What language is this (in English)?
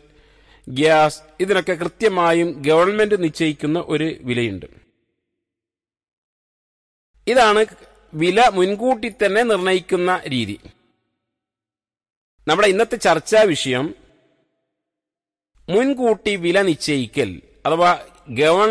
Malayalam